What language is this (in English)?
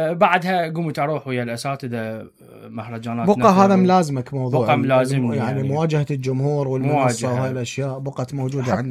Mesopotamian Arabic